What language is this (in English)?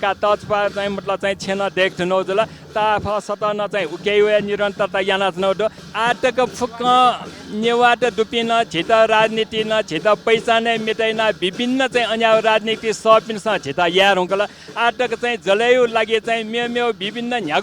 Newari